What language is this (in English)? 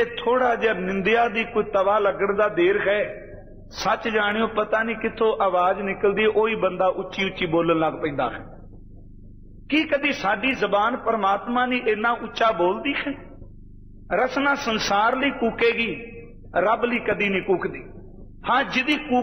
Punjabi